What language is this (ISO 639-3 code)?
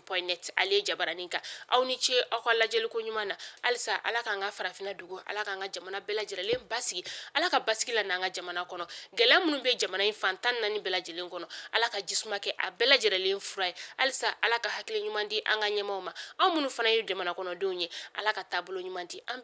bam